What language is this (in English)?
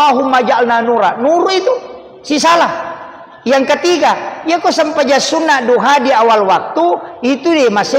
Buginese